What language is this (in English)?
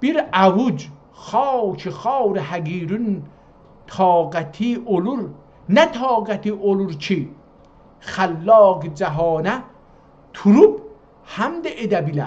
South Azerbaijani